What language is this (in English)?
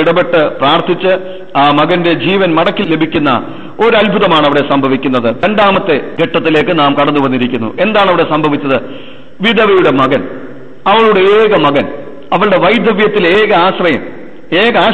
Malayalam